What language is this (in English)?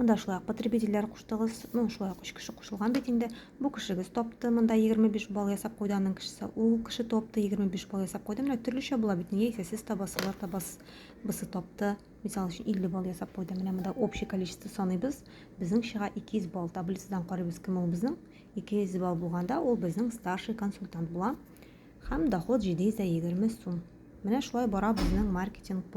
Tatar